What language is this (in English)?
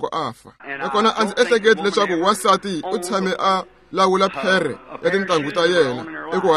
Tsonga